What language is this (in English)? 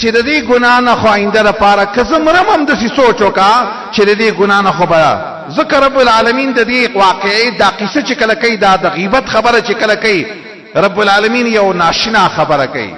Pashto